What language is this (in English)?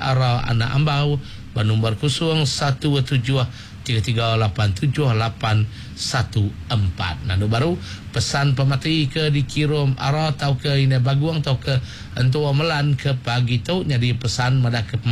Iban